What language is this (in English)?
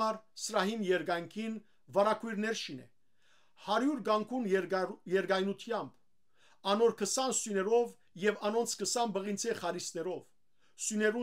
Western Armenian